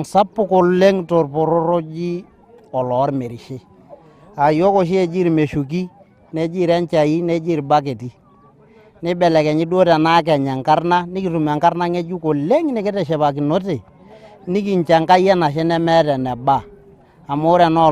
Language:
Masai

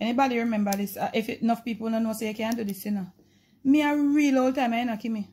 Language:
Jamaican Creole English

